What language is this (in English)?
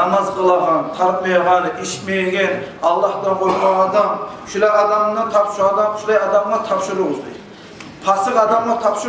Kumyk